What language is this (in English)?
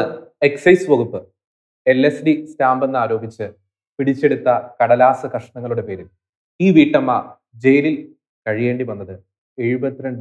Malayalam